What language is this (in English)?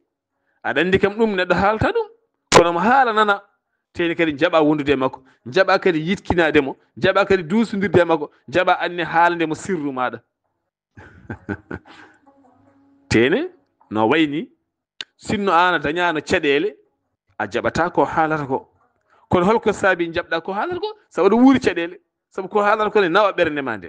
Fula